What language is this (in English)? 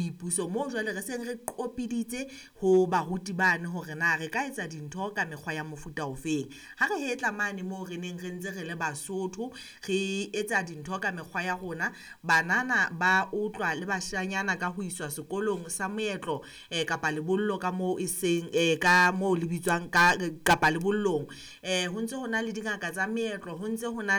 Southern Sotho